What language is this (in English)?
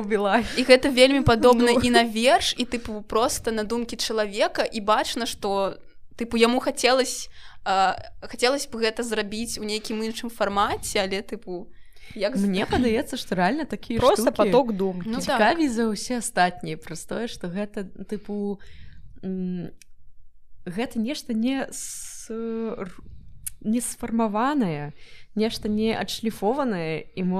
Belarusian